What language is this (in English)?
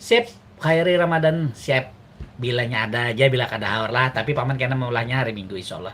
Banjar